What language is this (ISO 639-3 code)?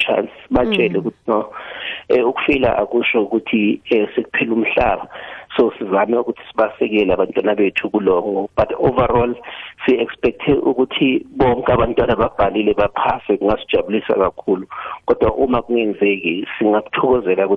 nbl